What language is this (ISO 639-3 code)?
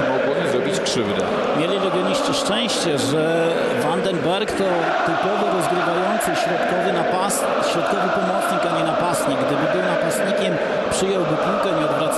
pol